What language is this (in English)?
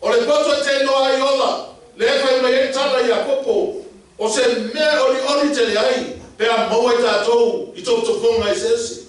Samoan